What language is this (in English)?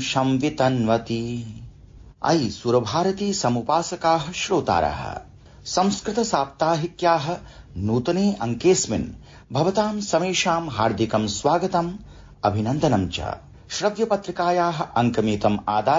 Sanskrit